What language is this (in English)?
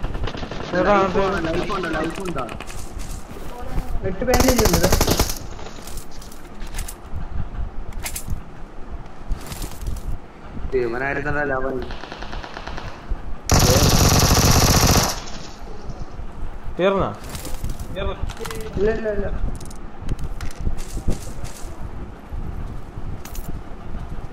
Malayalam